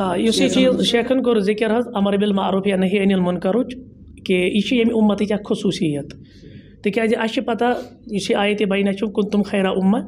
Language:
Kashmiri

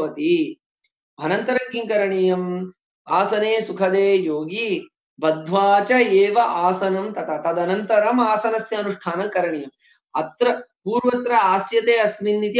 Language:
Sanskrit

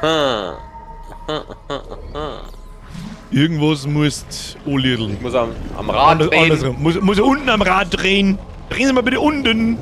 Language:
Bavarian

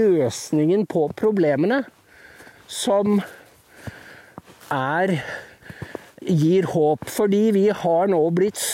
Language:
Norwegian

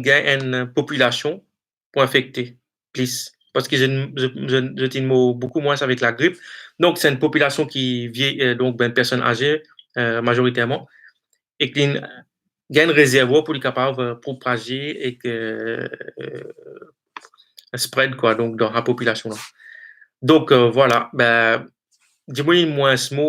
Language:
Morisyen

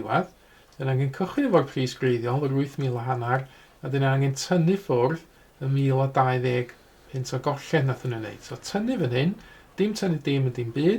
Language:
Welsh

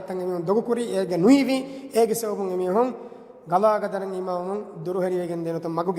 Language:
Divehi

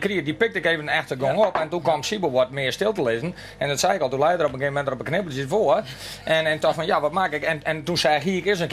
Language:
Western Frisian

